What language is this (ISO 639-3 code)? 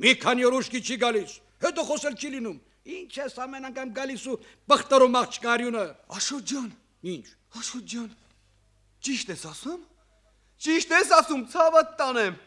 hye